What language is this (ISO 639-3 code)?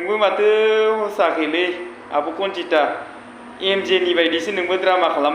brx